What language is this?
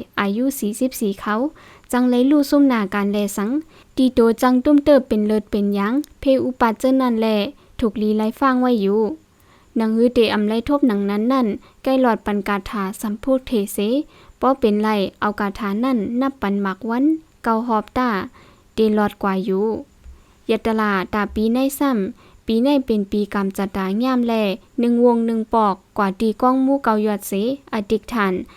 Shan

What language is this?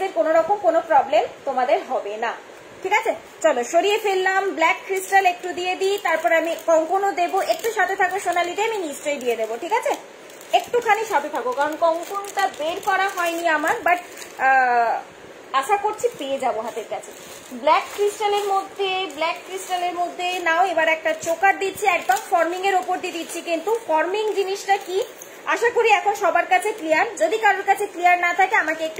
Bangla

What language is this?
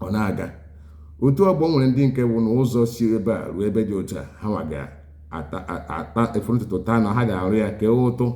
Igbo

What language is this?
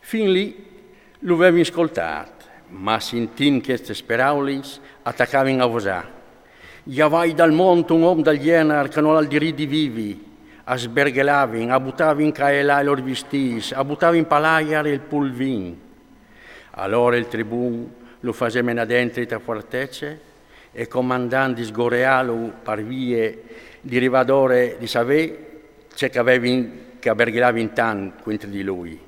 Friulian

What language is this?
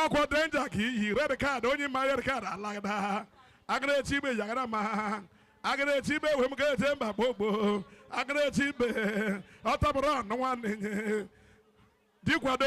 Igbo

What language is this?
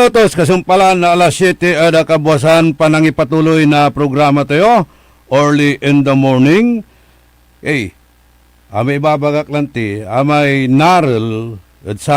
Pangasinan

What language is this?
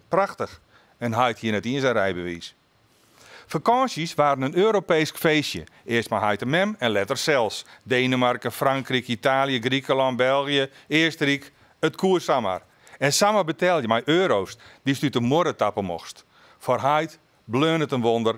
Western Frisian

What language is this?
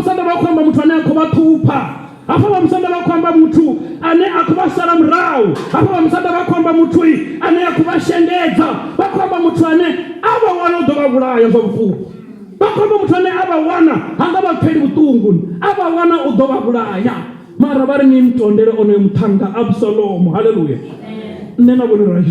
Venda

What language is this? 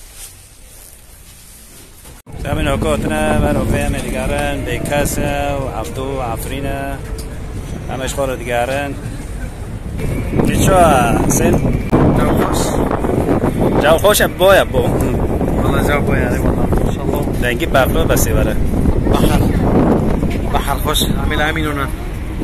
Persian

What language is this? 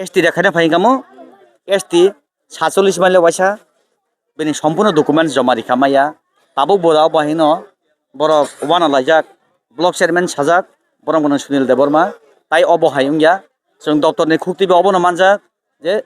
Kok Borok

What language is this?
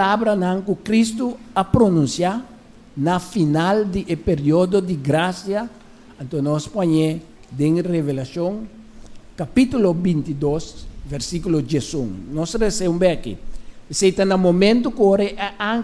Papiamento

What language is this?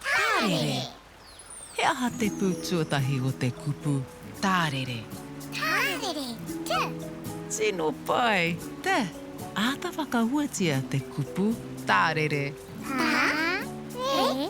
Māori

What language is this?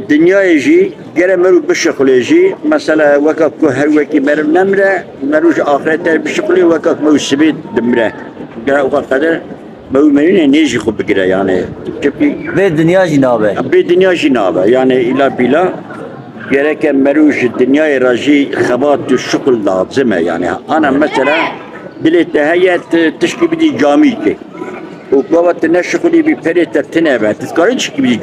Kurdish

